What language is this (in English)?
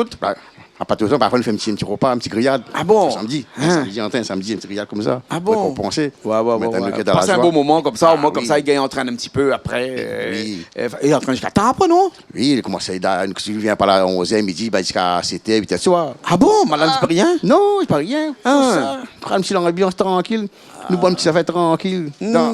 Réunion Creole French